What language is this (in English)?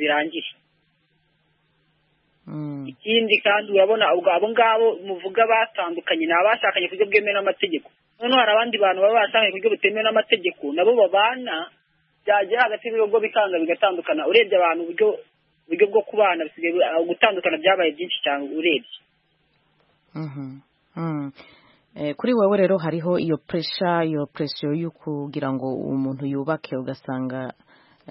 Kinyarwanda